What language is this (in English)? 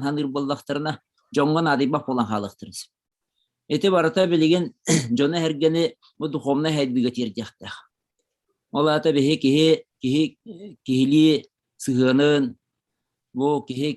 Yakut